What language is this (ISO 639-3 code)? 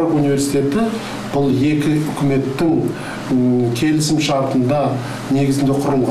kaz